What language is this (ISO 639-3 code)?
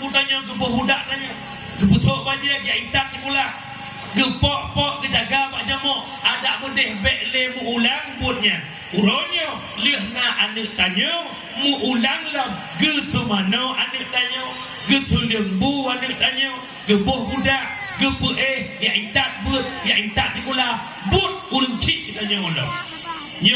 ace